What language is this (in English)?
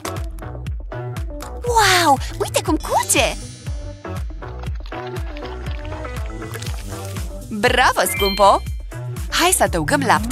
Romanian